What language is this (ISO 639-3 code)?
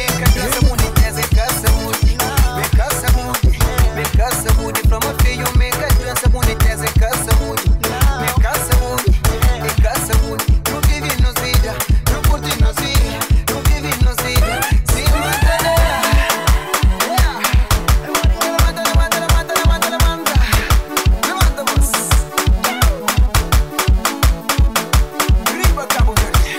kea